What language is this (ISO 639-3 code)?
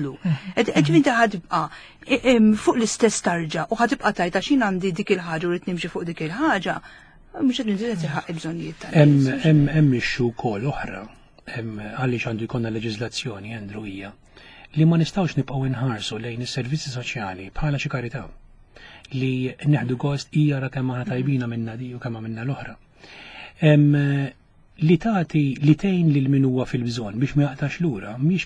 mlt